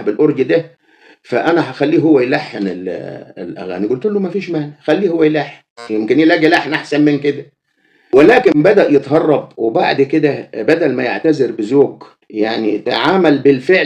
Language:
Egyptian Arabic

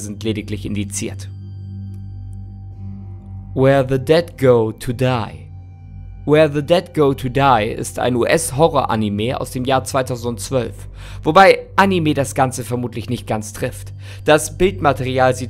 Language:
German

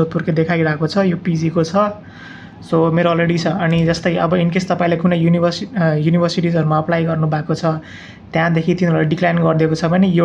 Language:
Nepali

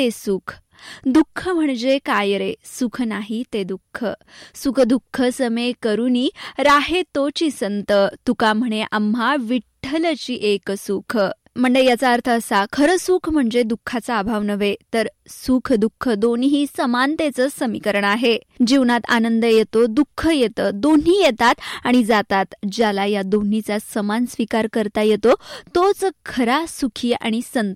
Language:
Marathi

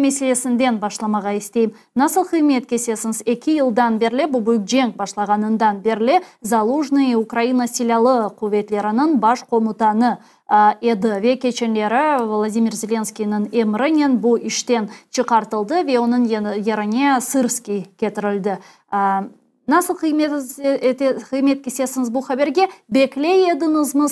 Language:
Crimean Tatar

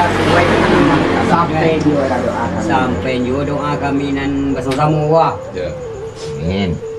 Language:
Minangkabau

